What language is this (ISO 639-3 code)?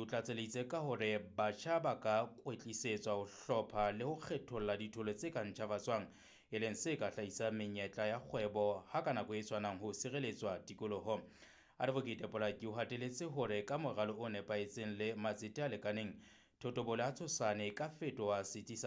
sot